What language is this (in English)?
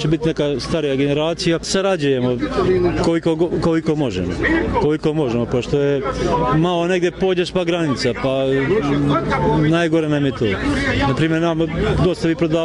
Bosnian